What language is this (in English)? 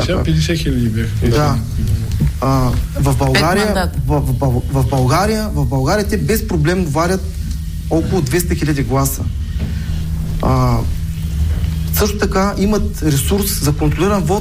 Bulgarian